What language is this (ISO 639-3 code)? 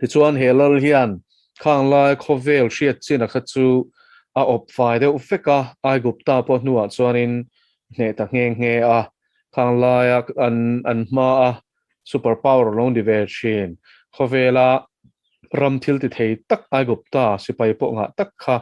lus